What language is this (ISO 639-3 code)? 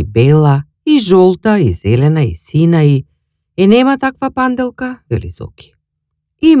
mkd